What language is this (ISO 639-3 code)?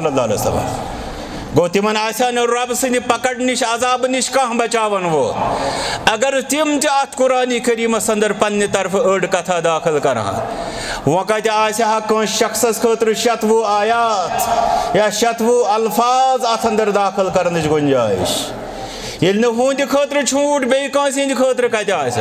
kas